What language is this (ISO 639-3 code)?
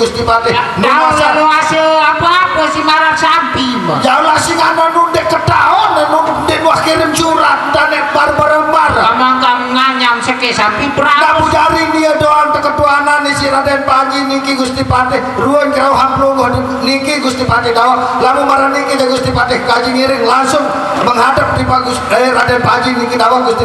sas